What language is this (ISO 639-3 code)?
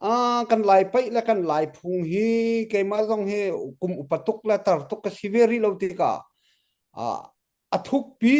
cnh